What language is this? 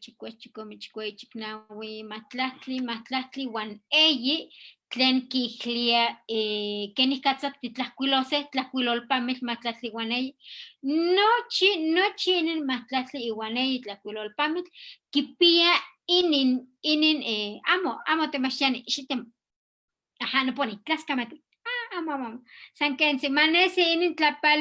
Eastern Huasteca Nahuatl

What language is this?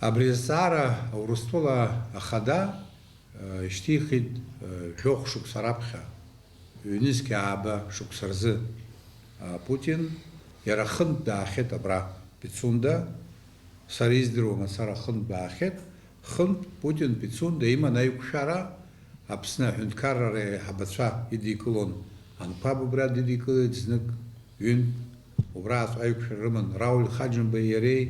Abkhazian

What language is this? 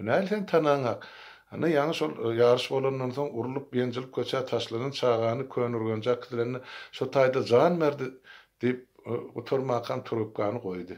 Turkmen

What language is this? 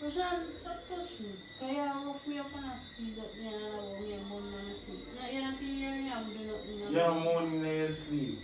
Jamaican Creole English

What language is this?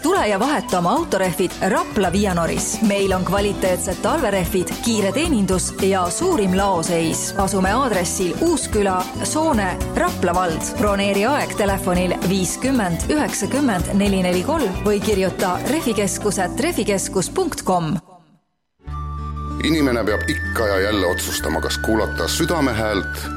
Estonian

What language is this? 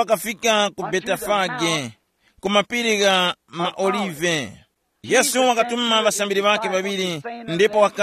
Tumbuka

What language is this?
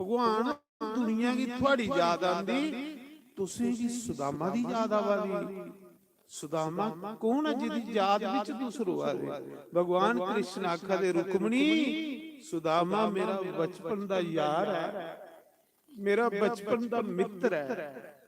Dogri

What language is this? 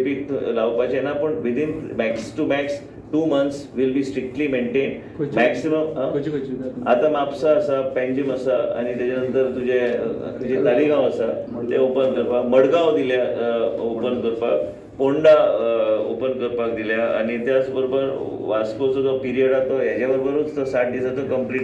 Konkani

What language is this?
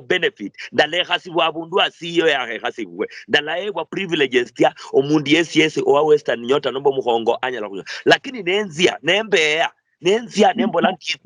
Luyia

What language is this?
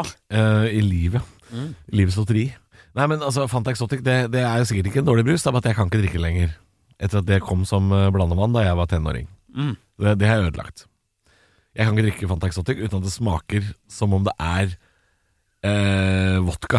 Norwegian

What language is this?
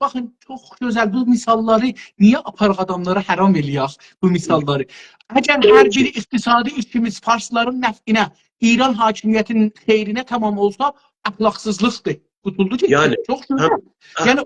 South Azerbaijani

